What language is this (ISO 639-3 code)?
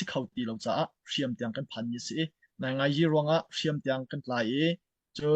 cnh